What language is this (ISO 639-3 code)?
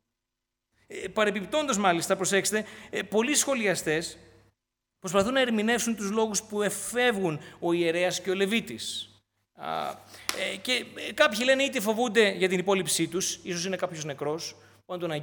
ell